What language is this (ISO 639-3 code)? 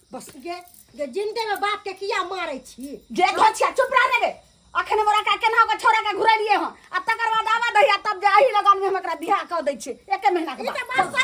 mai